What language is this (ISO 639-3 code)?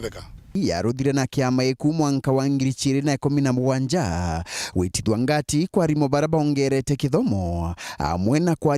mer